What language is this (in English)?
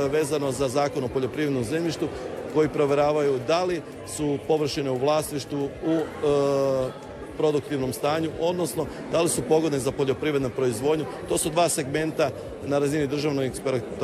Croatian